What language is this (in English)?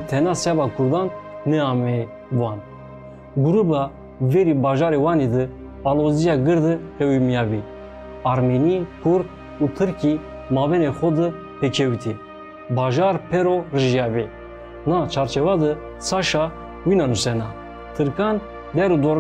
Zaza